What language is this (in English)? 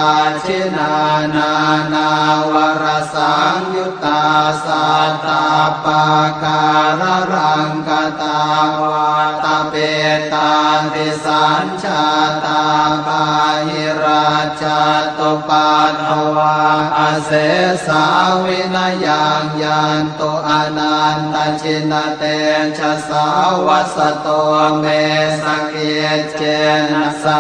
Pali